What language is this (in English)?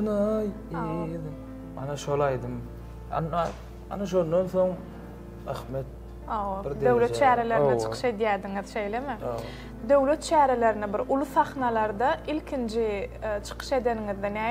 Turkmen